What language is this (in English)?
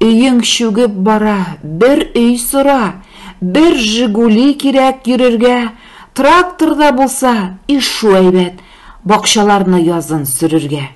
Tatar